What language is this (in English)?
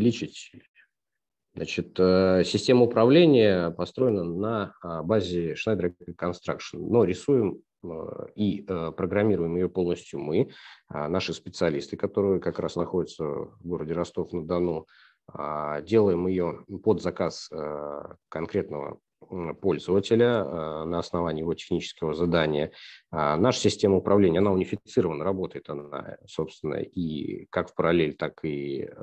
Russian